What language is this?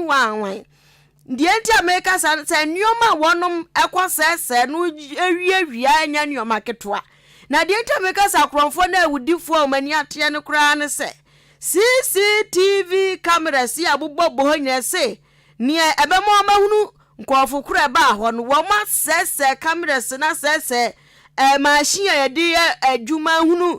Akan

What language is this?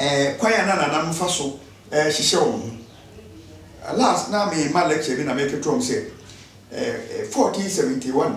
Akan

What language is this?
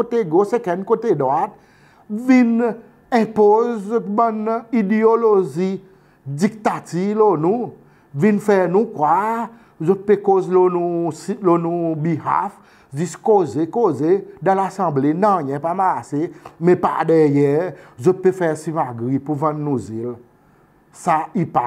Seselwa Creole French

